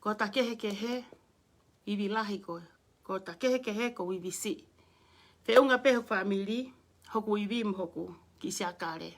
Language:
Tongan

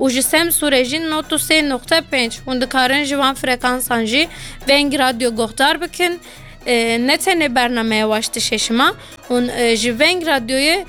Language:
Kurdish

